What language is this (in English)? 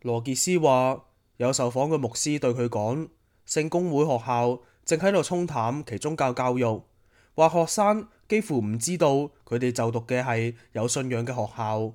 Cantonese